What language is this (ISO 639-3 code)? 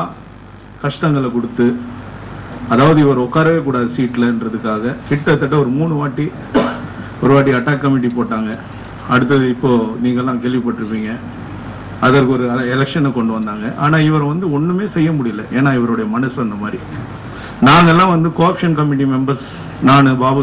tam